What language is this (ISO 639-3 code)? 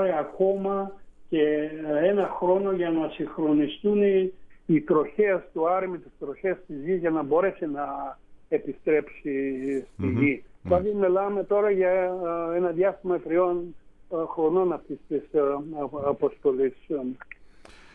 ell